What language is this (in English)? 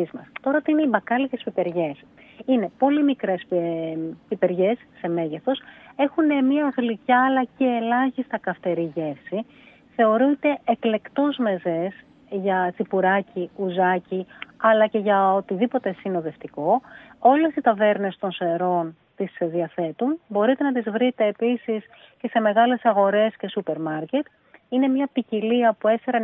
Greek